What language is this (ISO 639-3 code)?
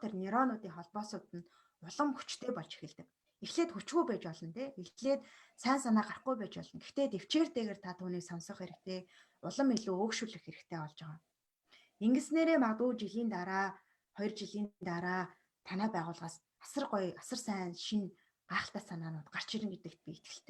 mon